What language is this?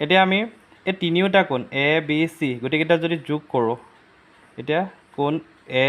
Assamese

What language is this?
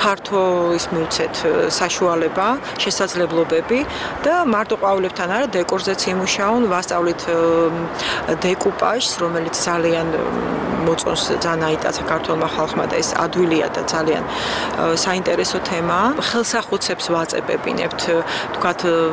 Georgian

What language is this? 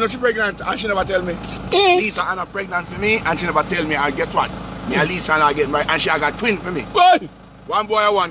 Jamaican Creole English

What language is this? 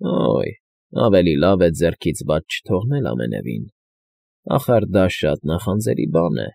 Armenian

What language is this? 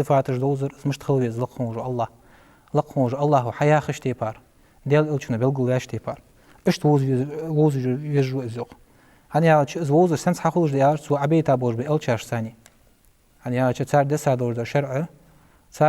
Ingush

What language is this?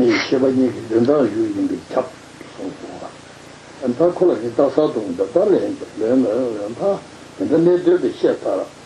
Tibetan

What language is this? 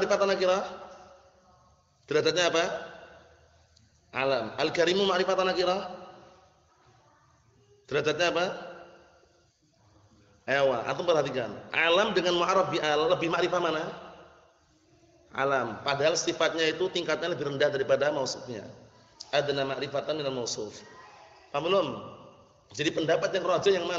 Indonesian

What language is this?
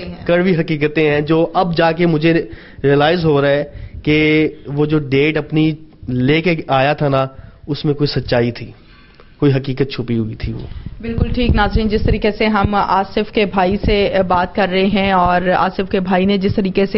Urdu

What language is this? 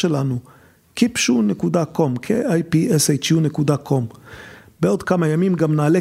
Hebrew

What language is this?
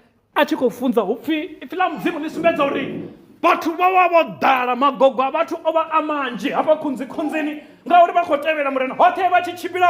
Venda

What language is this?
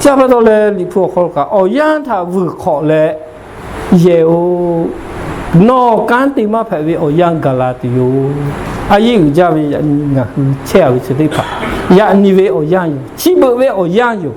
Lahu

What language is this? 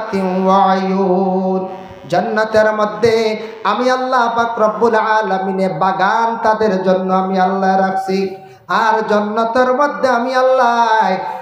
Sylheti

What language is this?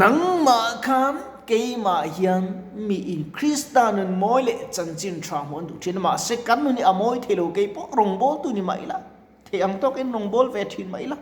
Mizo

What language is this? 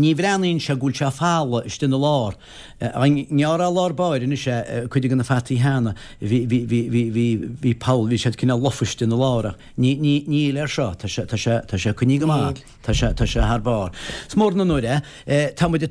Irish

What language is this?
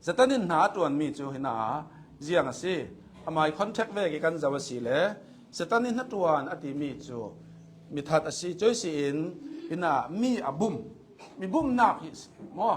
Hakha Chin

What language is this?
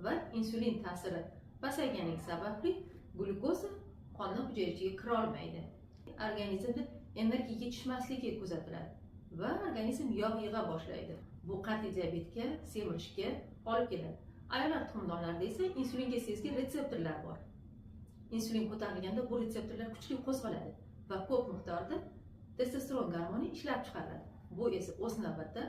Uzbek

